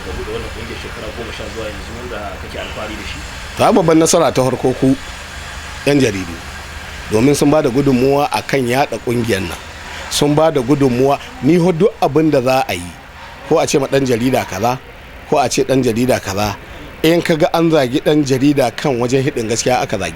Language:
Hausa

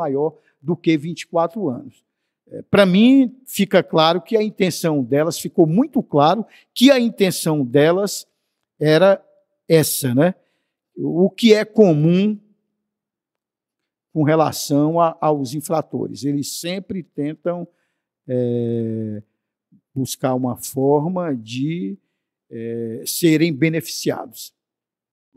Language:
Portuguese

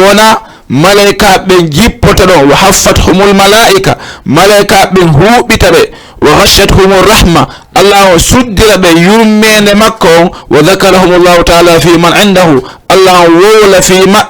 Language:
Fula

